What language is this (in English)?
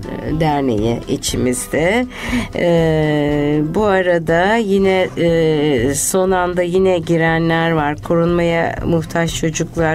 Turkish